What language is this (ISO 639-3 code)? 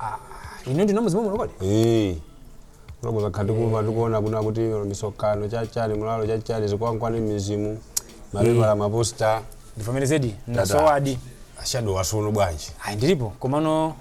nya